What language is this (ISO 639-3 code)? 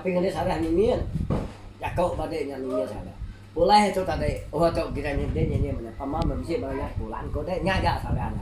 iba